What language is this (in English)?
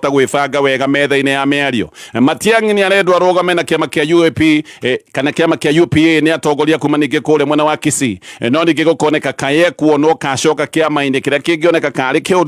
Kikuyu